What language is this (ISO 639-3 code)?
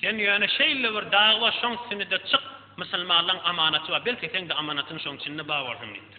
tuk